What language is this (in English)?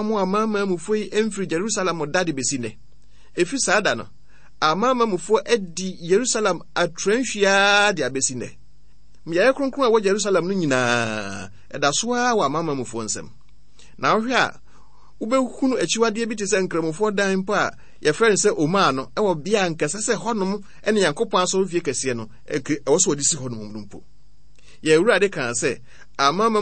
Akan